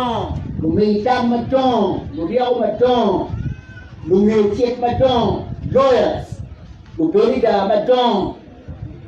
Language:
Acoli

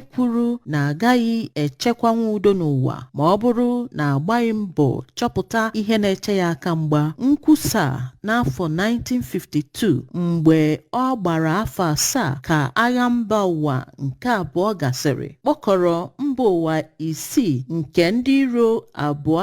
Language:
Igbo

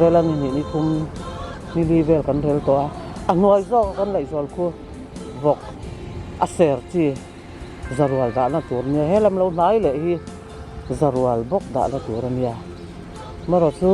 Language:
Mizo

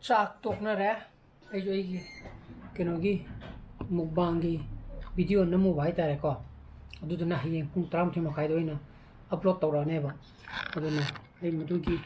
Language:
Manipuri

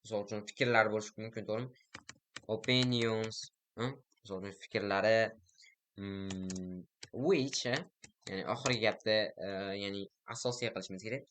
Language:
Uzbek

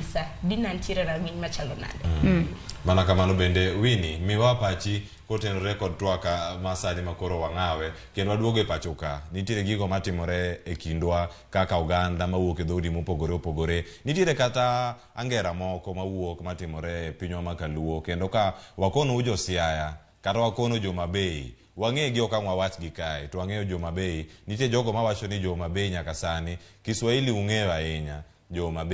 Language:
Luo (Kenya and Tanzania)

